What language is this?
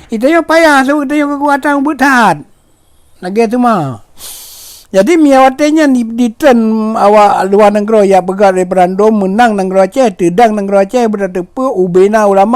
Achinese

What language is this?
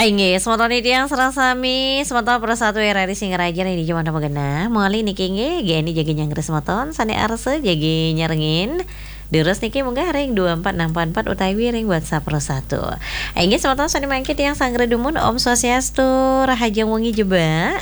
Balinese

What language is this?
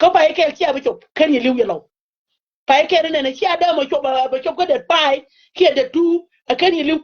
Nuer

